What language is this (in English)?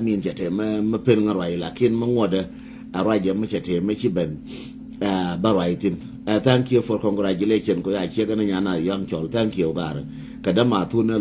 Nuer